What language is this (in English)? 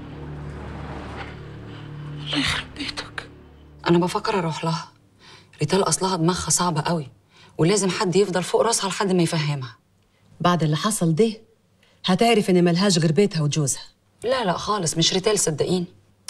Egyptian Arabic